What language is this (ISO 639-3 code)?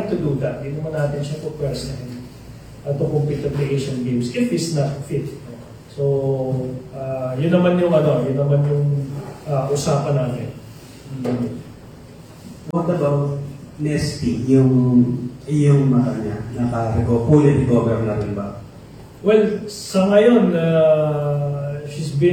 fil